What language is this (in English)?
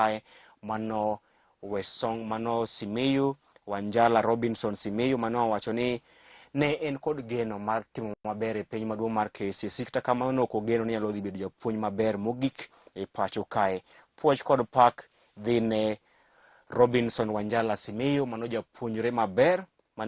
Luo (Kenya and Tanzania)